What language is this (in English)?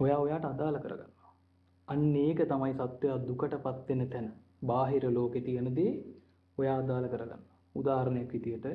Sinhala